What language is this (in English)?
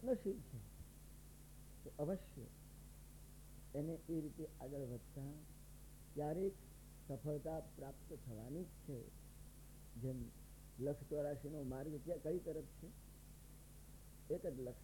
Gujarati